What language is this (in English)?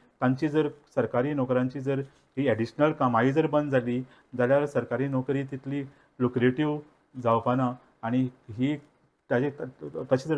Konkani